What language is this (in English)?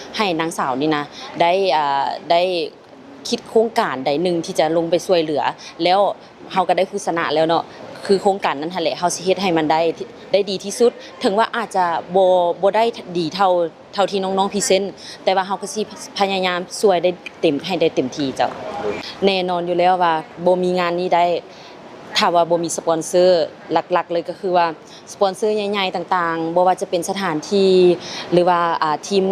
Lao